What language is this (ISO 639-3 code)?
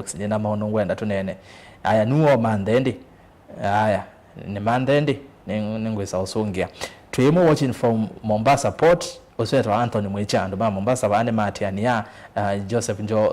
kam